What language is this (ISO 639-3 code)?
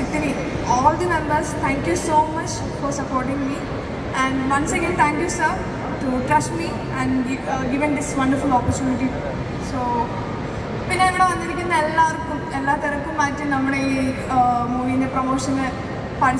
mal